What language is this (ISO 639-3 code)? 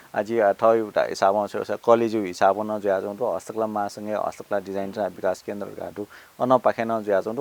new